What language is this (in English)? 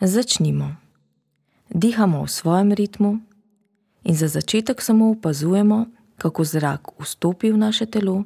Slovenian